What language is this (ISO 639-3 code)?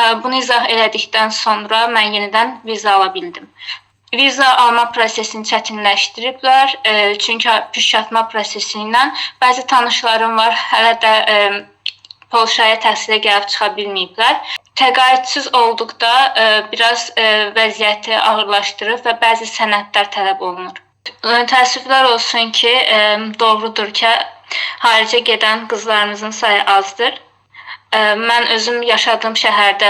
aze